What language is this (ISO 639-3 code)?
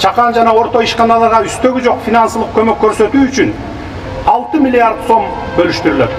kir